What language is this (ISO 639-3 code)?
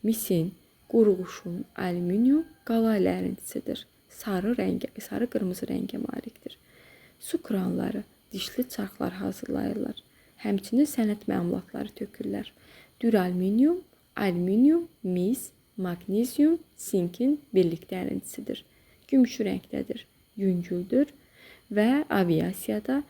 aze